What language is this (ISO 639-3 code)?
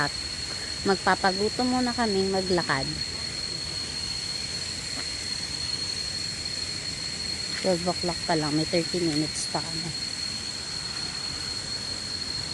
fil